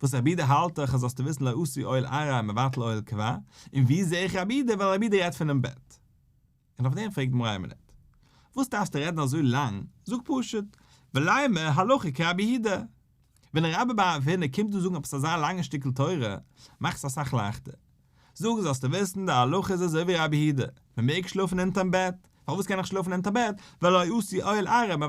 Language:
Yiddish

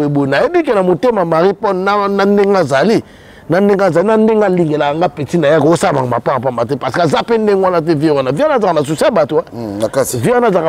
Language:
Lingala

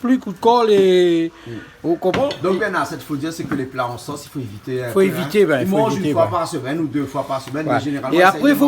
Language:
Réunion Creole French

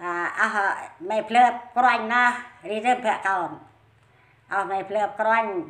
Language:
Central Mnong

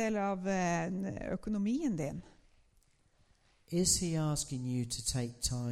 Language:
Norwegian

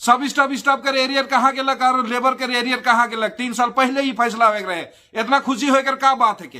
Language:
Sadri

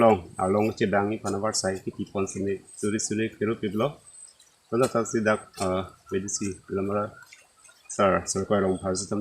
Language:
Karbi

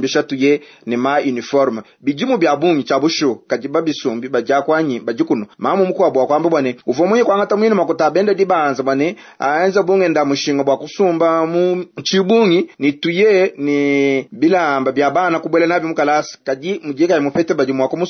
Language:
Luba-Lulua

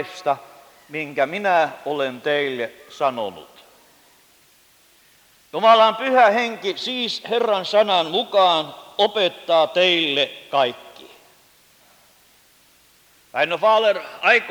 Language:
Finnish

